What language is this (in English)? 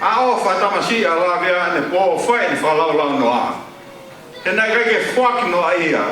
Tongan